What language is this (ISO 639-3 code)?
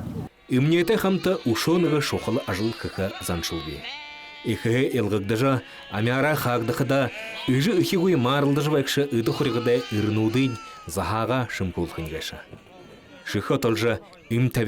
bua